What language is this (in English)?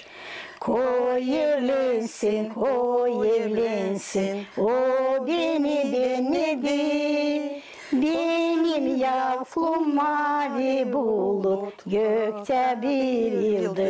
Gagauz